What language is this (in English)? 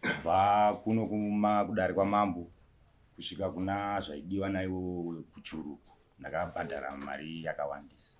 Shona